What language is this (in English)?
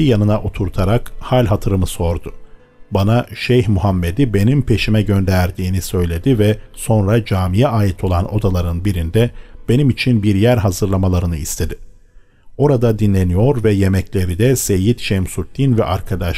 Turkish